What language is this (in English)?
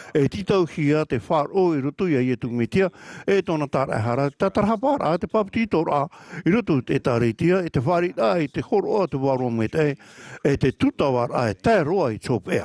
Tahitian